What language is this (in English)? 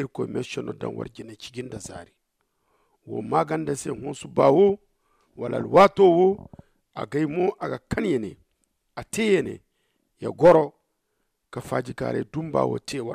Zarma